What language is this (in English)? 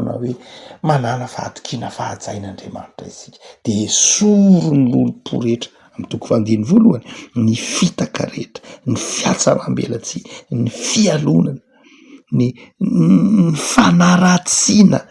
Malagasy